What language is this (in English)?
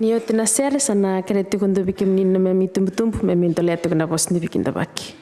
Fijian